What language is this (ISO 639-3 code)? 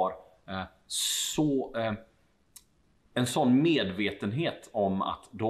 swe